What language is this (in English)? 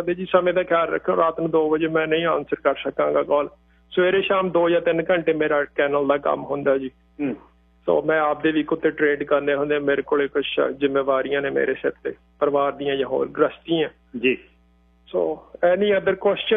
Punjabi